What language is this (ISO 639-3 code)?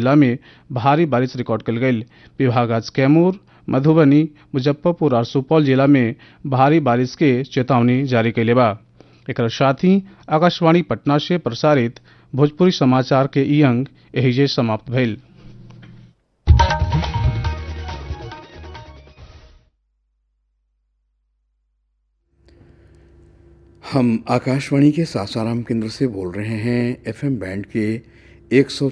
bho